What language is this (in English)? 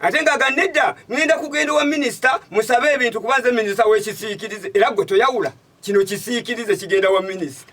Ganda